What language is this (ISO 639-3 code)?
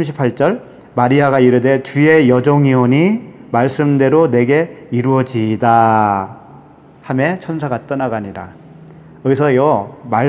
kor